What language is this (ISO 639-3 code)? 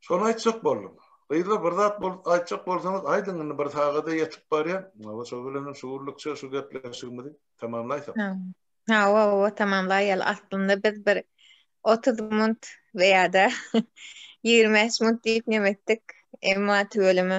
tuk